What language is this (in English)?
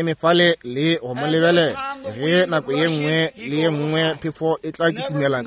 Northern Sotho